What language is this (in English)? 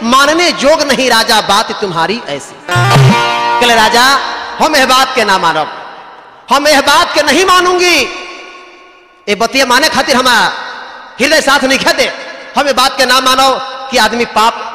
Bhojpuri